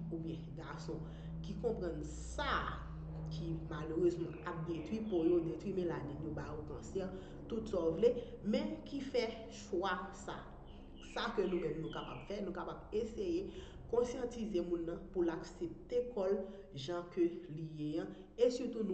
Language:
Haitian Creole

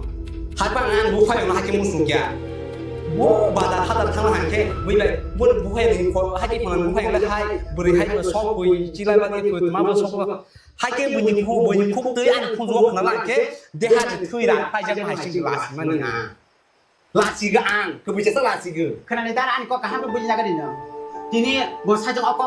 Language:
Kok Borok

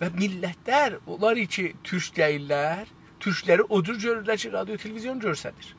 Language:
South Azerbaijani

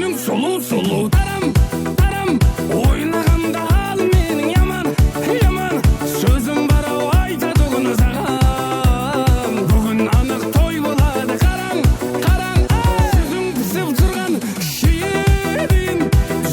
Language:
Kara-Kalpak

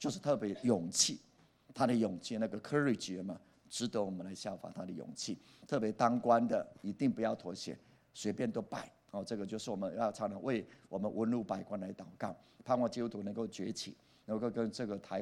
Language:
Chinese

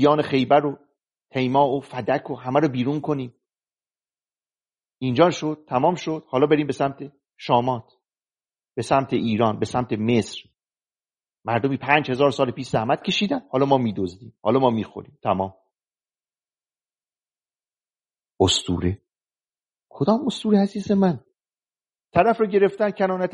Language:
Persian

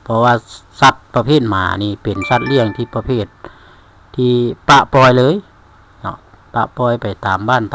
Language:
Lao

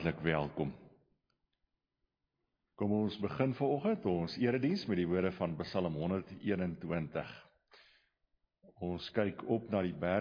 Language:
Afrikaans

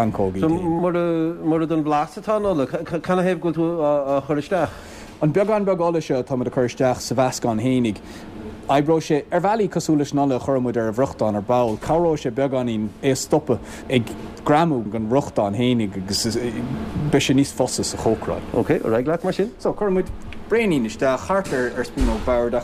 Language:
Irish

